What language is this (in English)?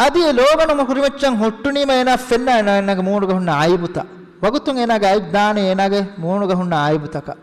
Divehi